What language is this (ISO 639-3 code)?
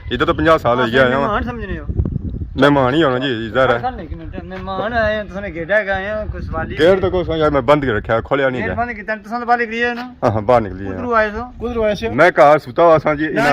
phr